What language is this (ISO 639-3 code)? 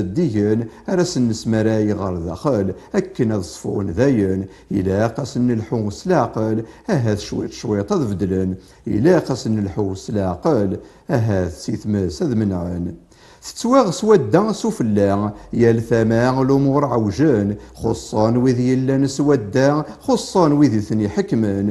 kab